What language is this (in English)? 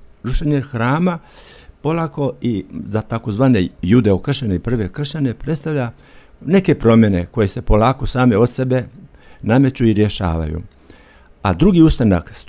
Croatian